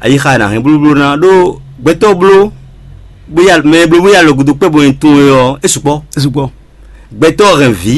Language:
Fon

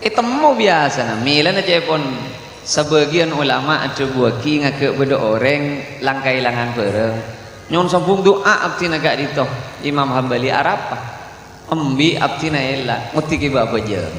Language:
Madurese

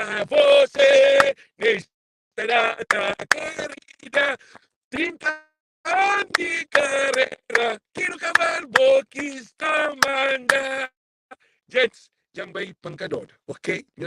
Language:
Kabuverdianu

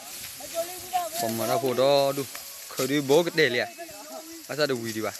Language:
S'gaw Karen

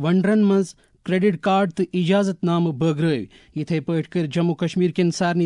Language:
Kashmiri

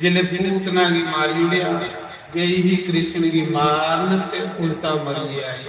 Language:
Dogri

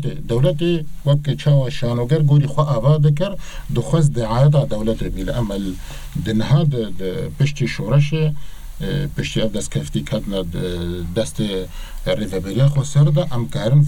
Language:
Kurdish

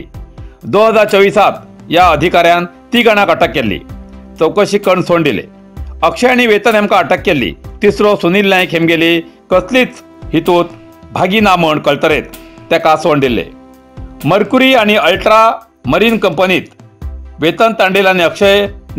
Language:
Konkani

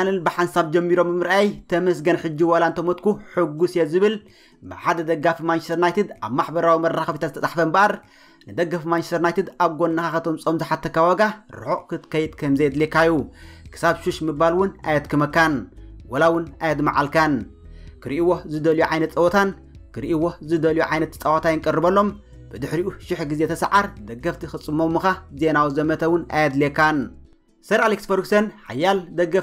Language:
Tigrinya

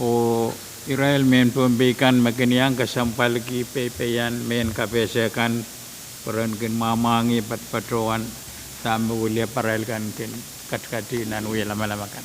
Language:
Pohnpeian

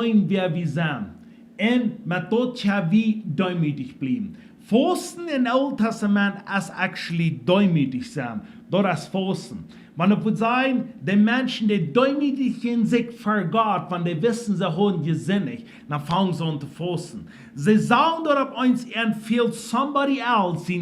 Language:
Plautdietsch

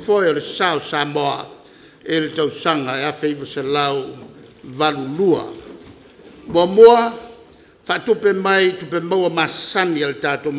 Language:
Samoan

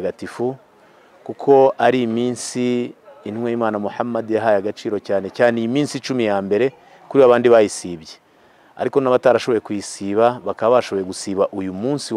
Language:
Kinyarwanda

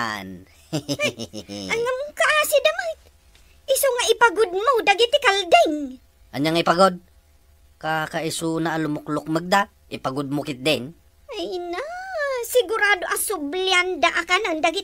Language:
Iloko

